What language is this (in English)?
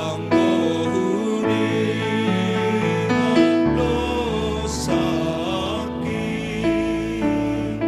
Batak Simalungun